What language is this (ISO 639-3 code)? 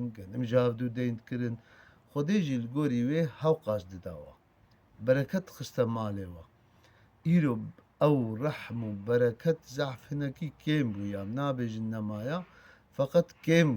kur